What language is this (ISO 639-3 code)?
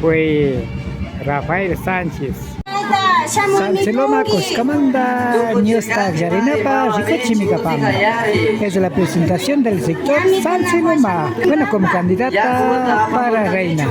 qvi